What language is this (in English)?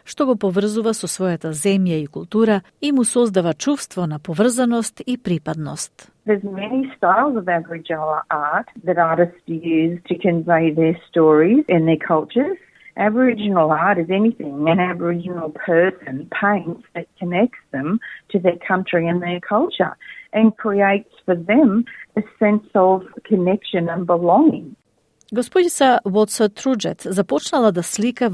Macedonian